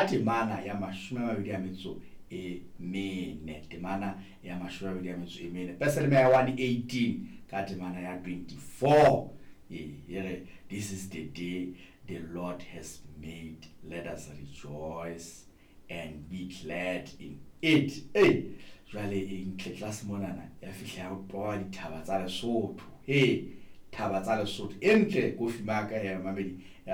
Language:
Southern Sotho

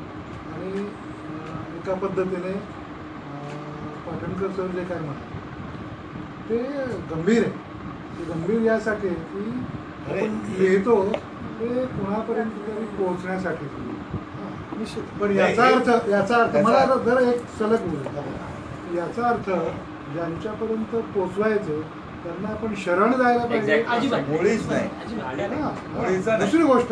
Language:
Marathi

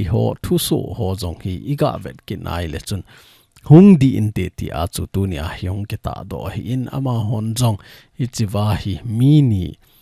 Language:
Thado Chin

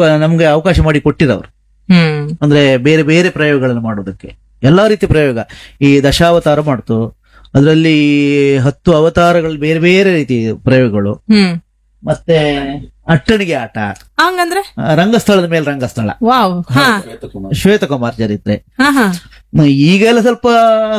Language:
Kannada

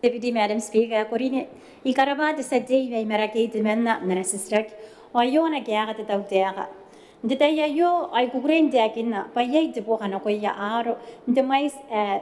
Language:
Gilbertese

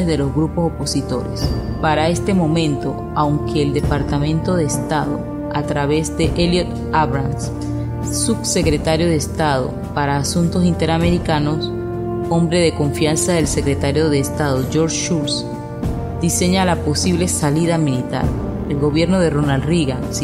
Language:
Spanish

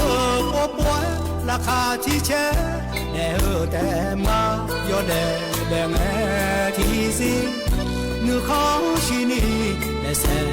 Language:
Akha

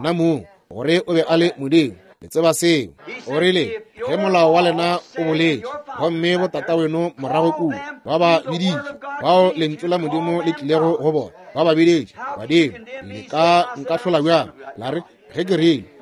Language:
Northern Sotho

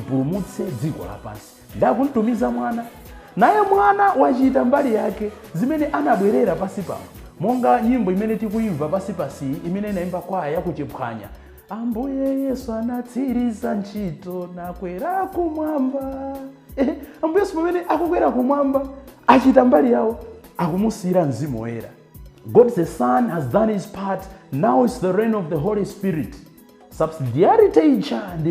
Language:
Nyanja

